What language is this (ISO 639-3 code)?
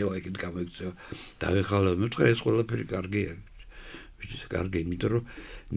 kat